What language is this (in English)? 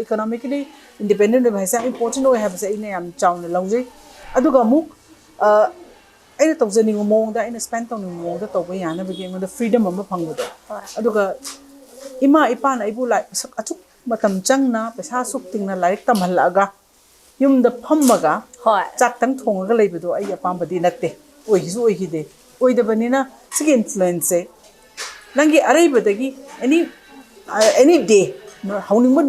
Manipuri